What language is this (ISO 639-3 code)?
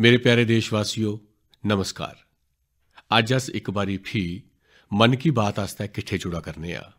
doi